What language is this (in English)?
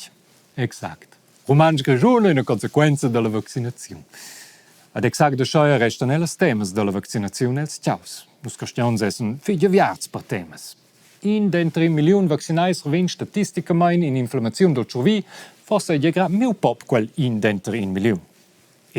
Romansh